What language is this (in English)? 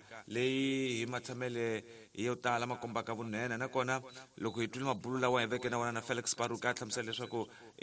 Tsonga